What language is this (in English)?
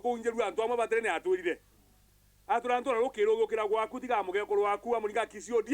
Meru